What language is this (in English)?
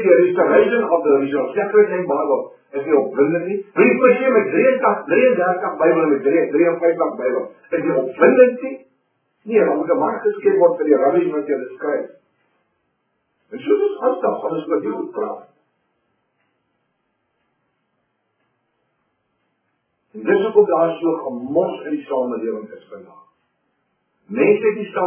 Afrikaans